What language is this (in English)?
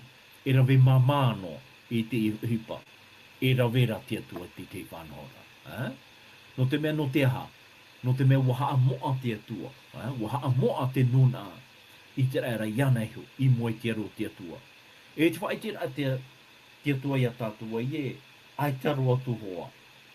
Tahitian